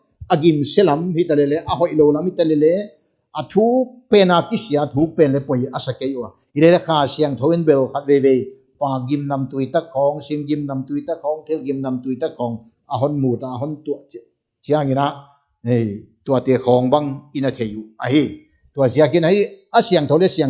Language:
Paite Chin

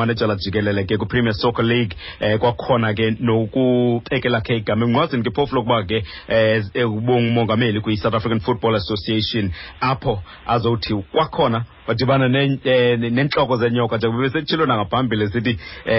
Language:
Xhosa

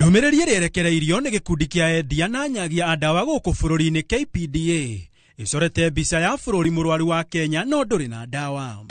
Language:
Kikuyu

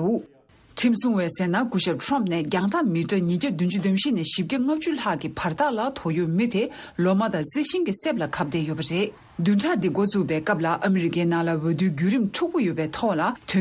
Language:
Tibetan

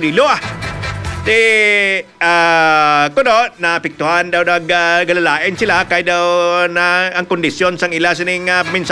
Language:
Hiligaynon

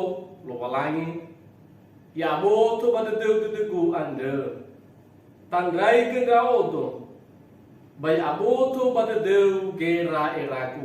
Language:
Nias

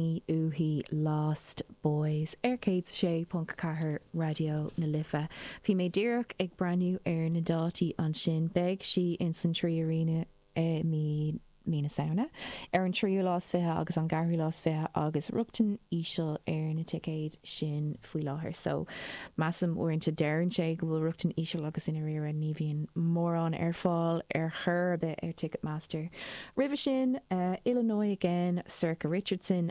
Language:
Irish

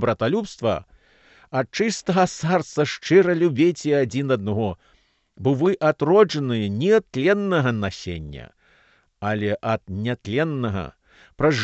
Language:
Belarusian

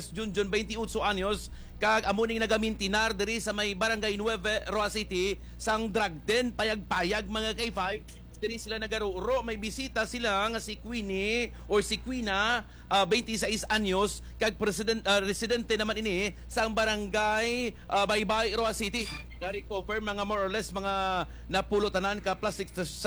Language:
Hiligaynon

